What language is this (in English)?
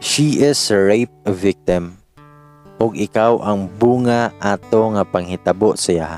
Cebuano